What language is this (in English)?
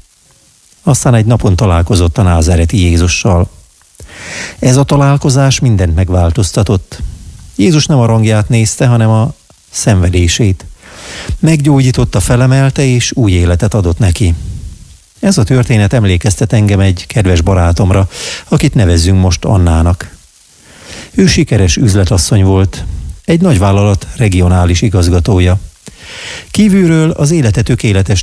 Hungarian